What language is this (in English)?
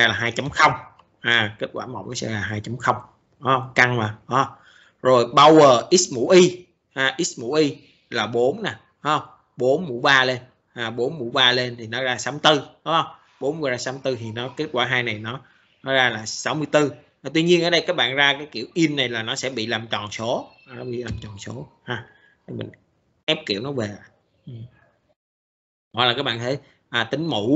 Vietnamese